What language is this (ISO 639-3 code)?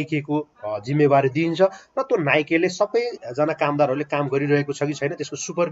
nep